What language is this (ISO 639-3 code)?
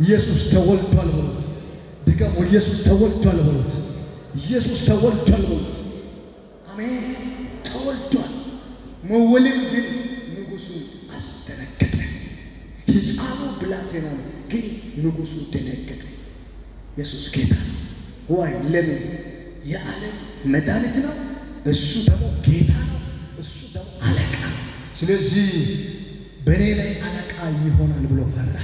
amh